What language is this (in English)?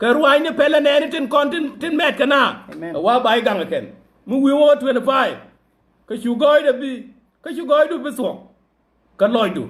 Nuer